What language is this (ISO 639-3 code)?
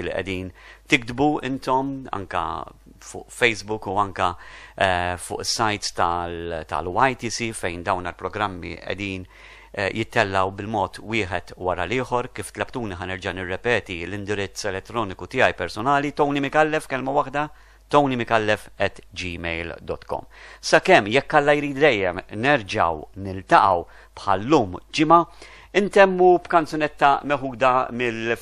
mlt